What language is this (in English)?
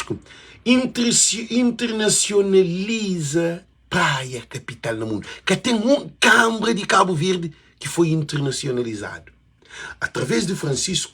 Kabuverdianu